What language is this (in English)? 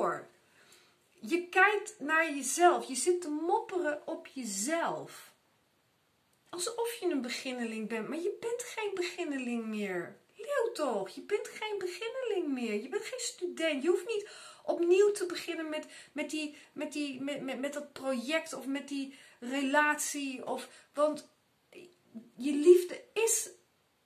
Dutch